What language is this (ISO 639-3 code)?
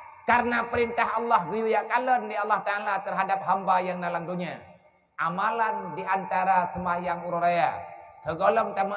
ace